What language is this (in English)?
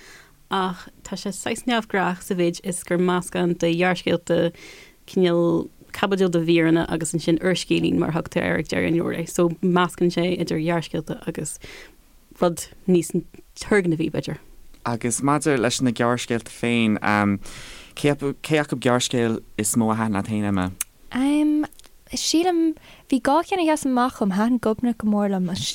Irish